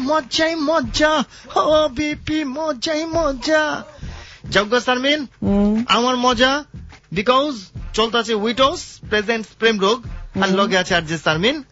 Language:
Bangla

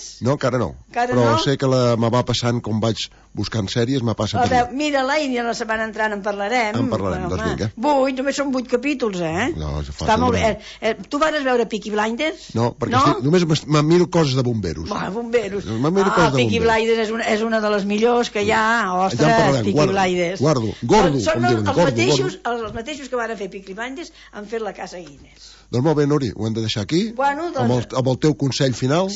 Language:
Catalan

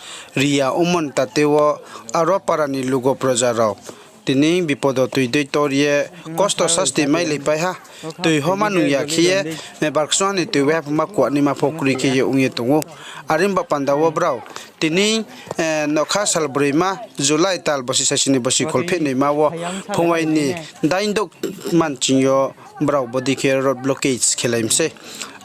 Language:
Riang (India)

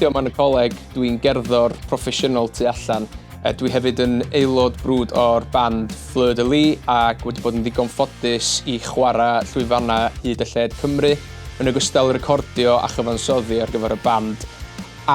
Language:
Welsh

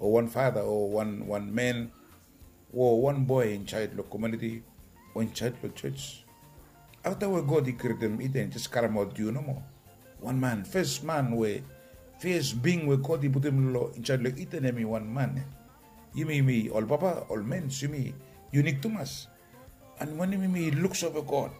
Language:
Bislama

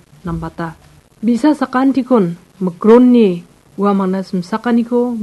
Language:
Garo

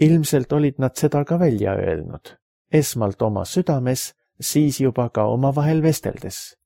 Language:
Estonian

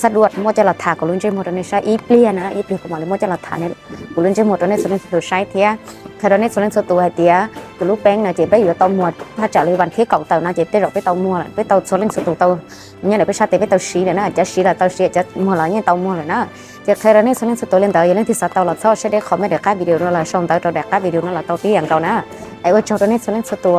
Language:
Hmong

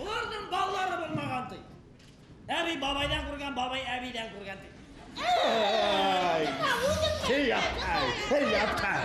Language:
Bashkir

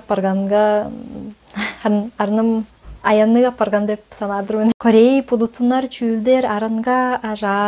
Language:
Tuvinian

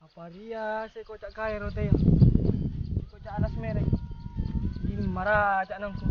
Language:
Madurese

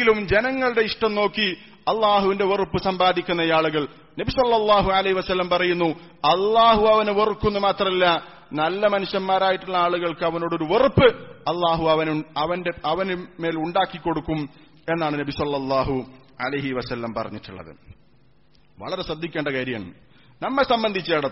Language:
Malayalam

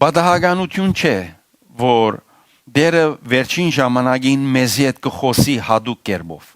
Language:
Western Armenian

